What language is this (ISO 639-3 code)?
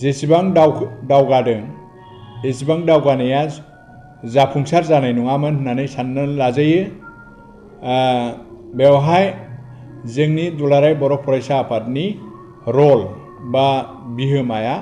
brx